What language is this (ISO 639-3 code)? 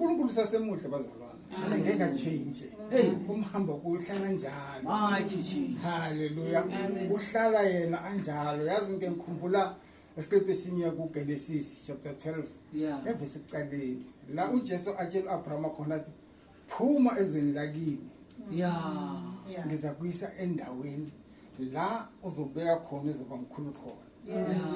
zul